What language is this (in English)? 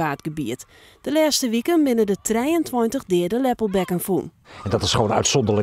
Western Frisian